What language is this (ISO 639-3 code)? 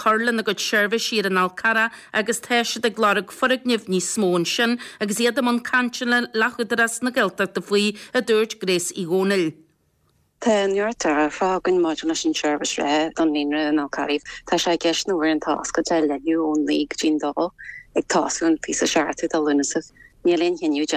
gle